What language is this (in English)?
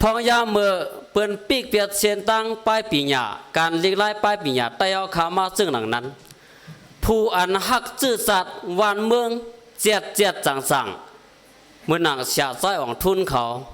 Shan